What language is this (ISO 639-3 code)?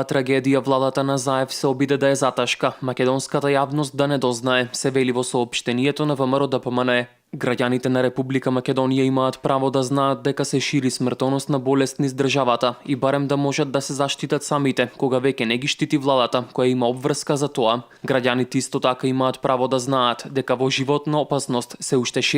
mkd